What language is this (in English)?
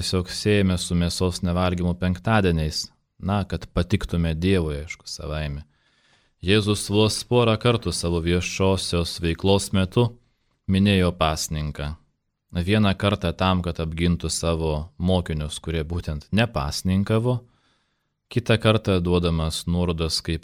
Lithuanian